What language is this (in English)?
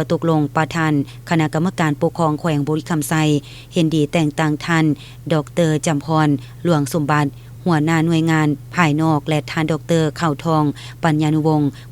Lao